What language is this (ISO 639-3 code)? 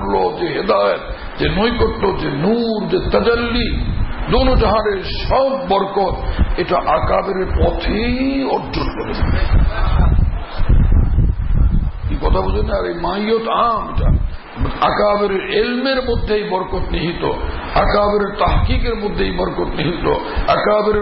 ben